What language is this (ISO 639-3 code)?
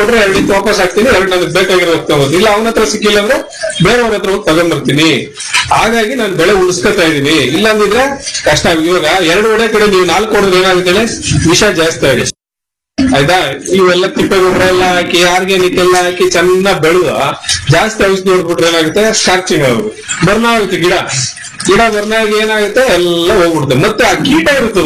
kan